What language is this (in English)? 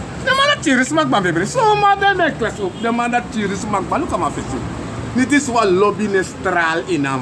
Sranan Tongo